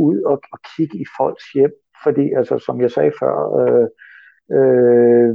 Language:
Danish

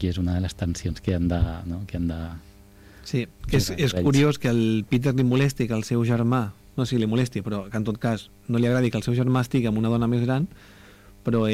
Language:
Catalan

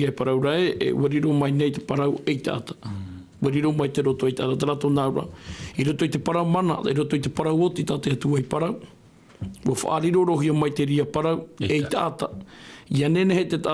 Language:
Tahitian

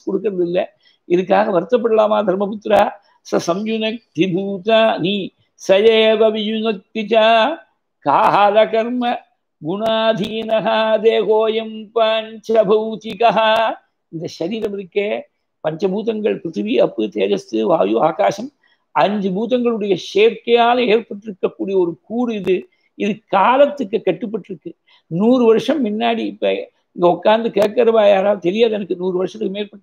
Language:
Tamil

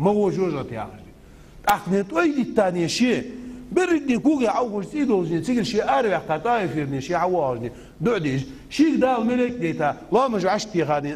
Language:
Ingush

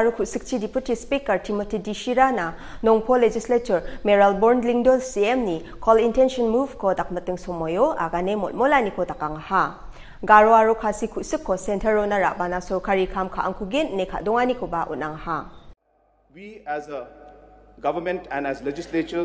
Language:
Garo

